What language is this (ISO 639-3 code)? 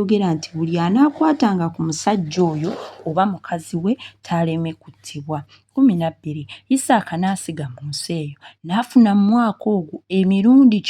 lug